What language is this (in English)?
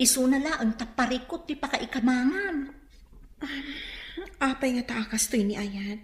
Iloko